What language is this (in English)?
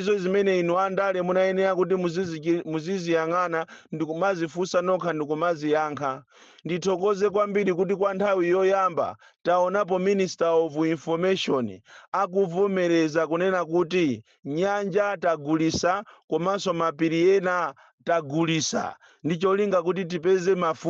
Nyanja